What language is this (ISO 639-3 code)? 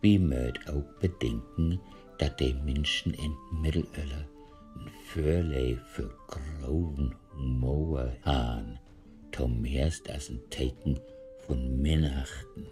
nds